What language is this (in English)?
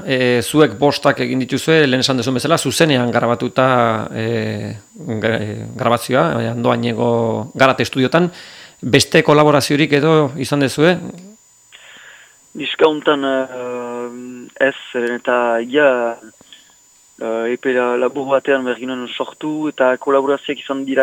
Basque